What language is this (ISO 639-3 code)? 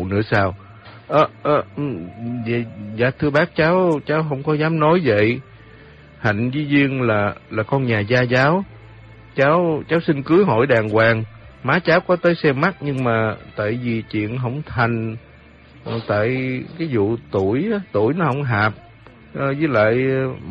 vie